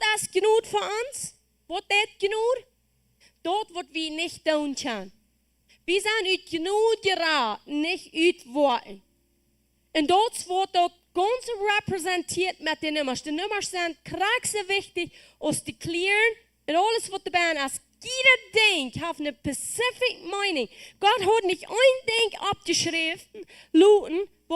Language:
Plautdietsch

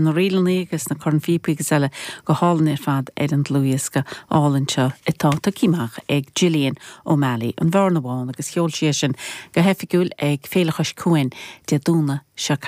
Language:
Irish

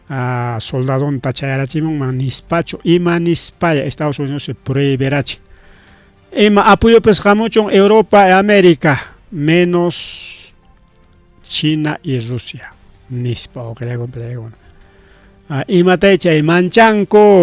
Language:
Ayacucho Quechua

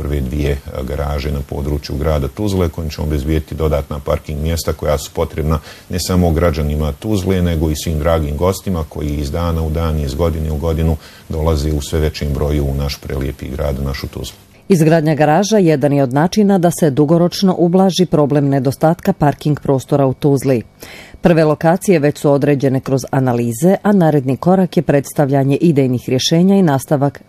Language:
Bosnian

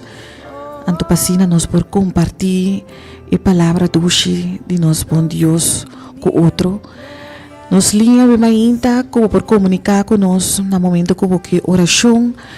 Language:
Papiamento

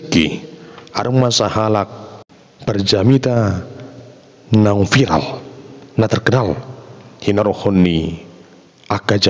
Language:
Batak Toba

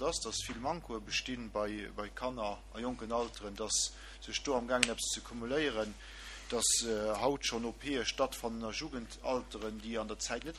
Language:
Luxembourgish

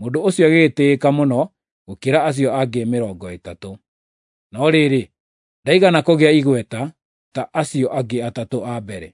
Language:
Kikuyu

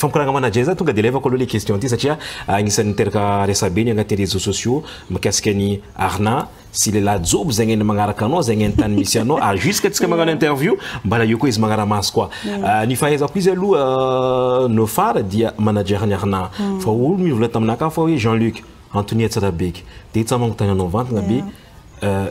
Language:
Malagasy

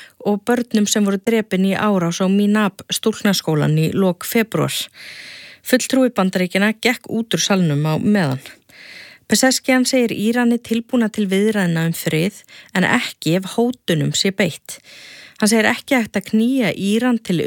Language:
Icelandic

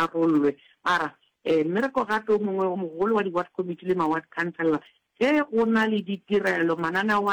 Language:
Northern Sotho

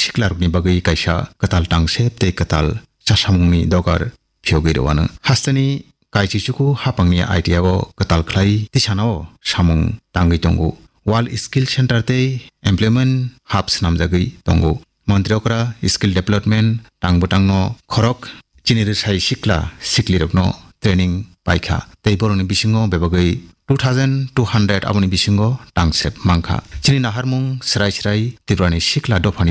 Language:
Kok Borok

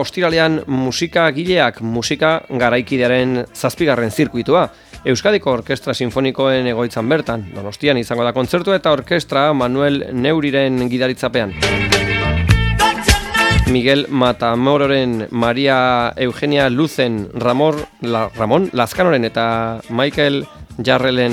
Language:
Basque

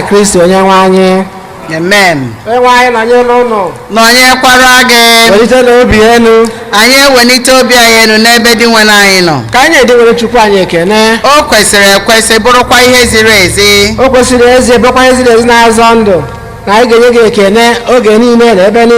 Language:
Igbo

